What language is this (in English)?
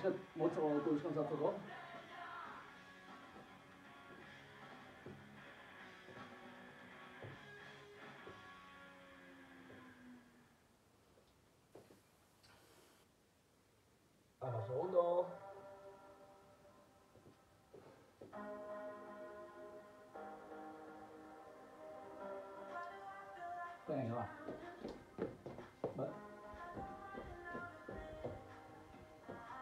Basque